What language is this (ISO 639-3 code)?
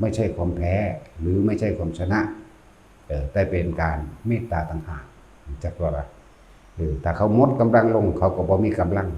tts